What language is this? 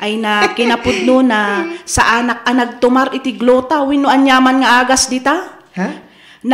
Iloko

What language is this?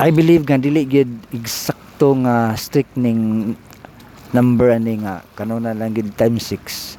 Cebuano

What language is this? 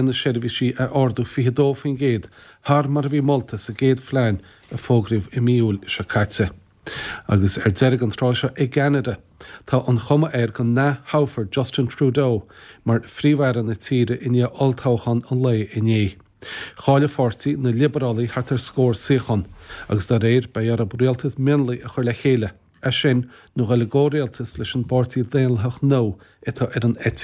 Irish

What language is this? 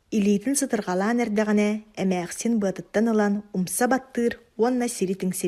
Yakut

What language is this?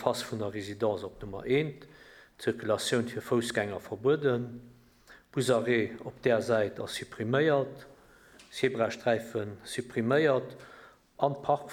Luxembourgish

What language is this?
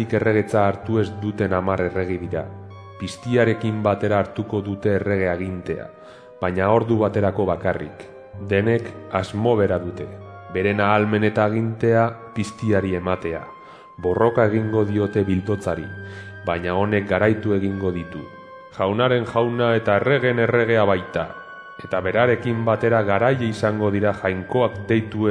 Basque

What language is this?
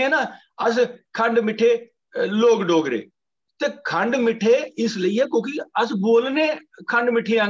Dogri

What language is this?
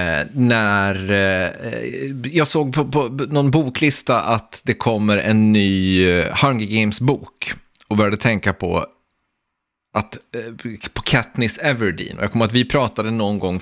Swedish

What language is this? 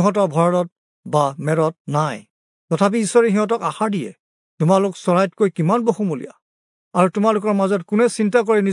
Assamese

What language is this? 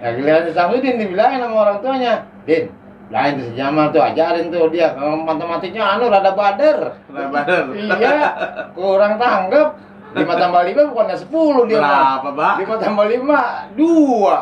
Betawi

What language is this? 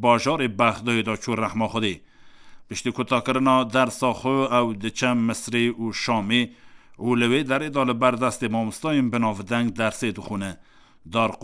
Kurdish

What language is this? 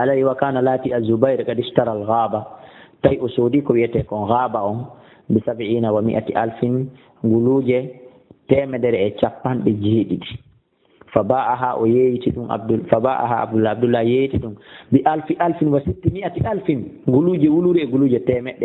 Fula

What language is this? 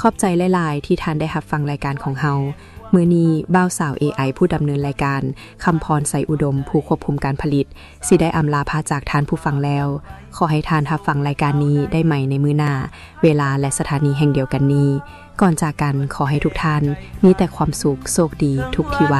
Lao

